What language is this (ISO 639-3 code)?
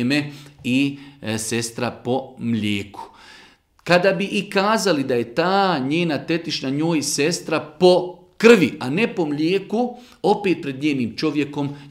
bos